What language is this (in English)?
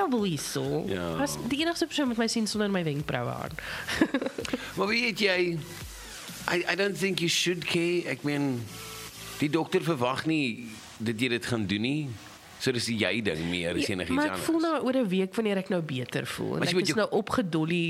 Afrikaans